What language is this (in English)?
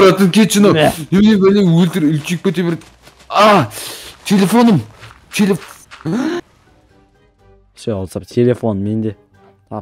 Kazakh